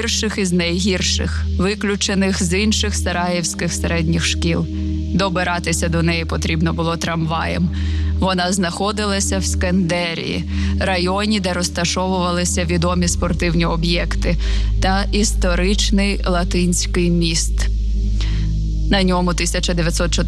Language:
Ukrainian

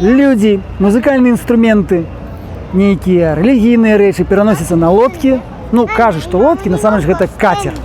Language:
Belarusian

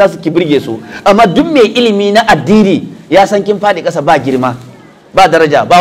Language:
Hausa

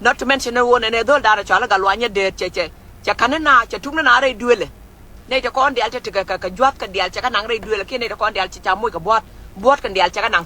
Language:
Nuer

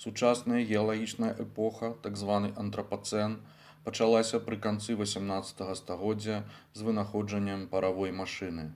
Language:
Belarusian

